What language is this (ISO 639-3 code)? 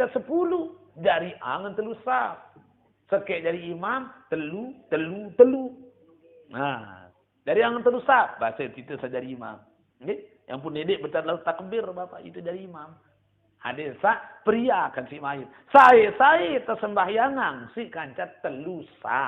sas